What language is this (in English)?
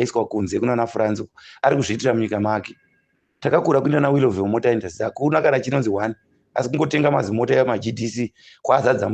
Shona